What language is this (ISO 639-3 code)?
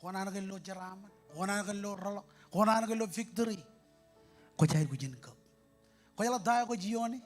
mah